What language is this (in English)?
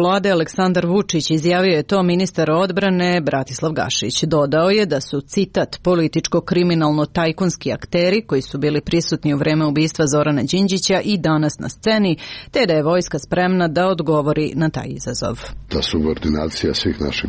Serbian